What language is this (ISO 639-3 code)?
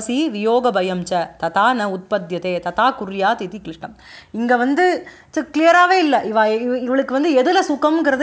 tam